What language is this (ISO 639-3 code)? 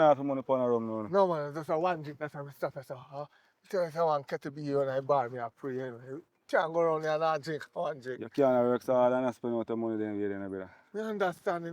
jam